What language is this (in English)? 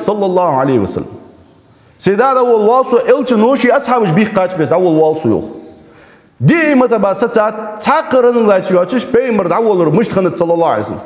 Ingush